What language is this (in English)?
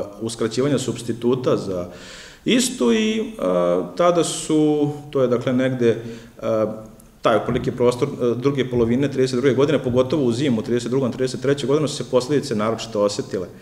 Serbian